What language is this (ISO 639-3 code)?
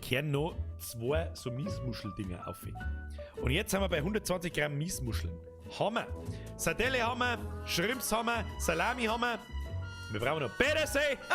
bar